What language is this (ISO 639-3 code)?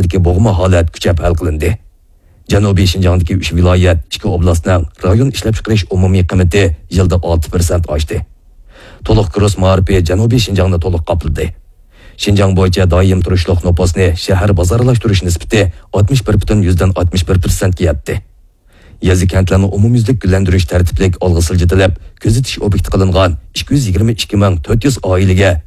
uig